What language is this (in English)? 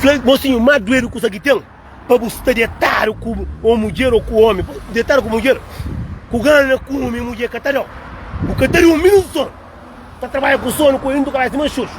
Kabuverdianu